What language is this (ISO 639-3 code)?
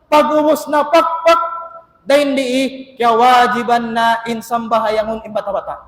tsg